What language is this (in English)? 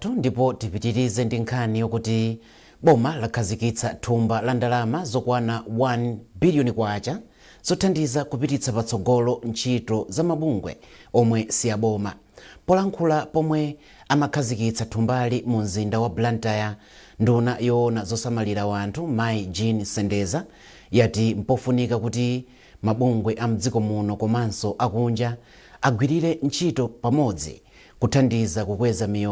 Nyanja